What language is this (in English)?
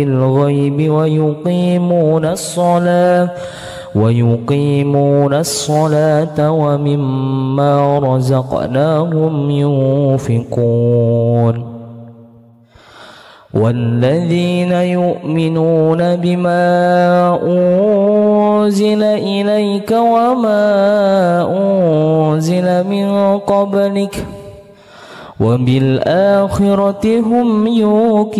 Arabic